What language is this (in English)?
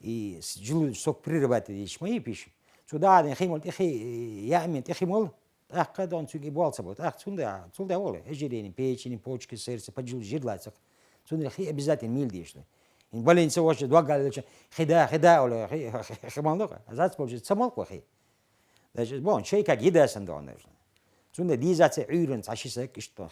Chechen